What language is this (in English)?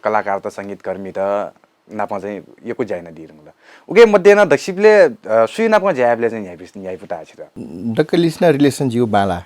Newari